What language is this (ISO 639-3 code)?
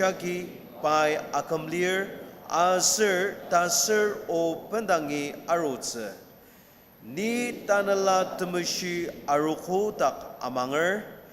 njo